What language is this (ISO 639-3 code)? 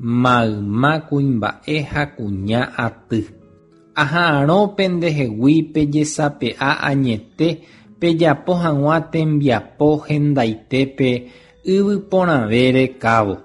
grn